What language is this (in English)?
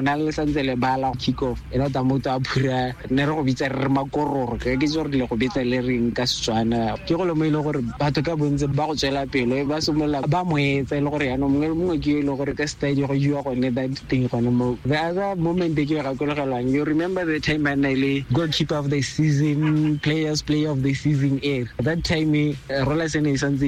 Tswana